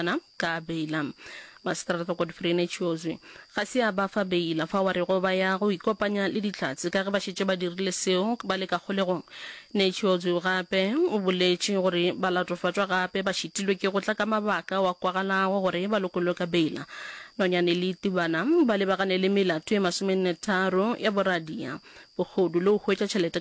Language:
Northern Sotho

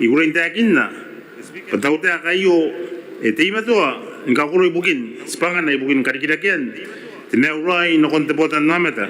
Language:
Gilbertese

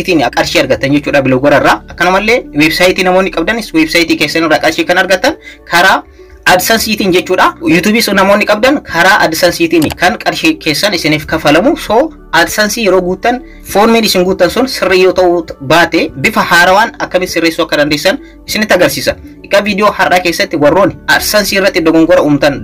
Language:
Oromo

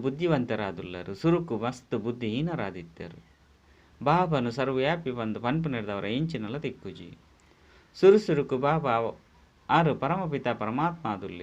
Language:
Tulu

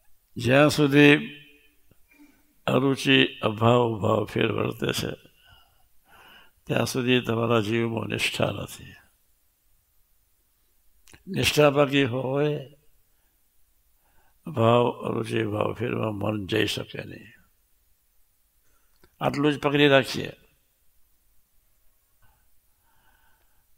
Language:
Gujarati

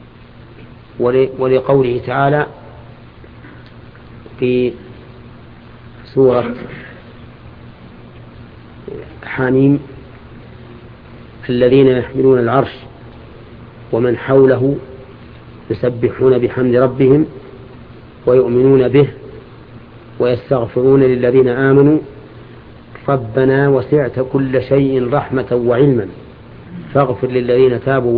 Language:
Arabic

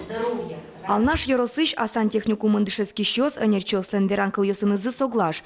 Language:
Udmurt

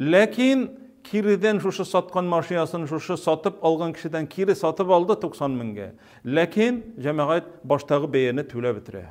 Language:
Tatar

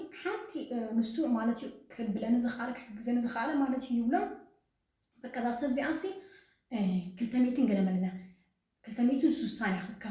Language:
Tigrinya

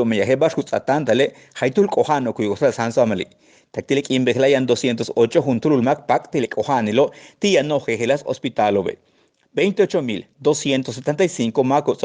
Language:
Yucateco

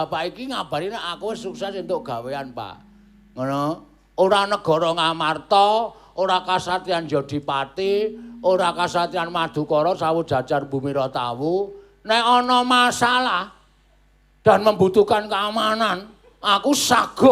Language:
Javanese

